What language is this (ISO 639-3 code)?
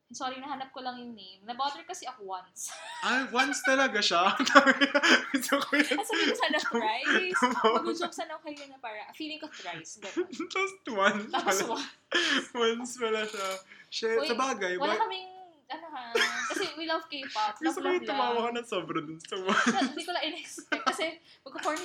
fil